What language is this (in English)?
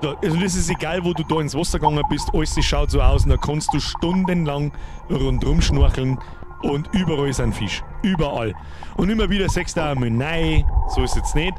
Bavarian